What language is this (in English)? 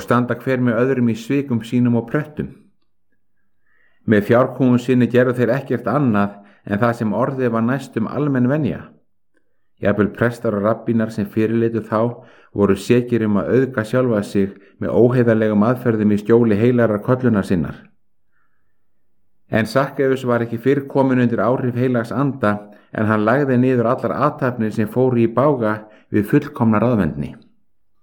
Icelandic